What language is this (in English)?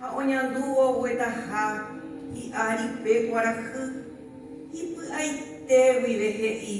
Guarani